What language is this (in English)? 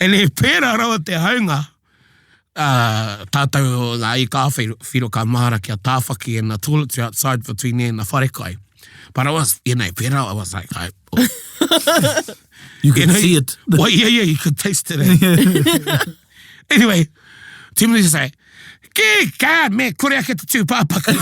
Māori